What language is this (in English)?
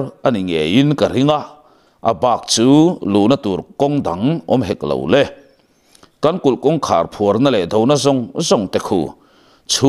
Mizo